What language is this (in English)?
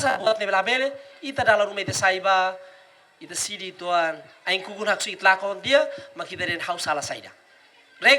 Tetum